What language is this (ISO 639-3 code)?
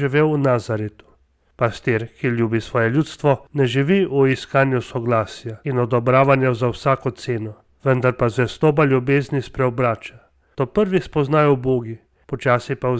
slv